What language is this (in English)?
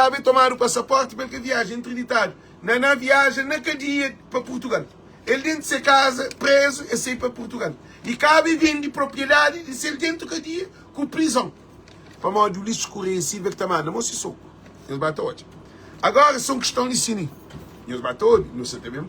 Kabuverdianu